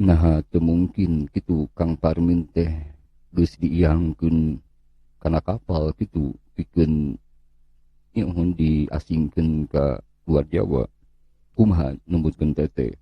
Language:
Sundanese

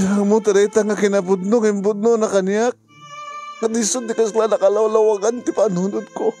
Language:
Iloko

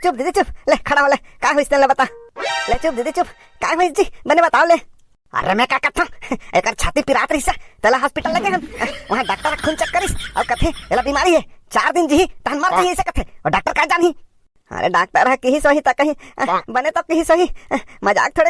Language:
Chhattisgarhi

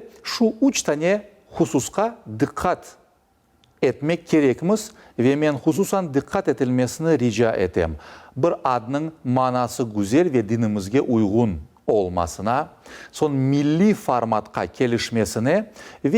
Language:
Crimean Tatar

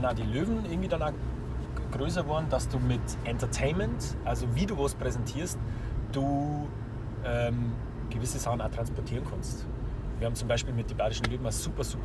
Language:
Bavarian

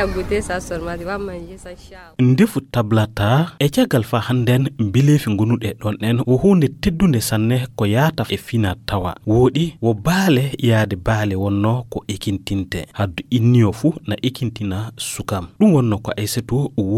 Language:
Fula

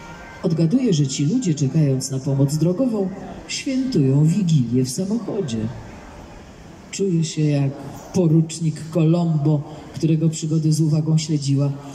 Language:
Polish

